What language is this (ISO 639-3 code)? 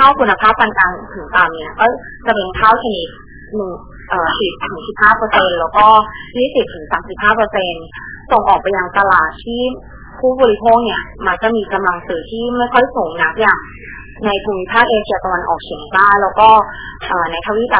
tha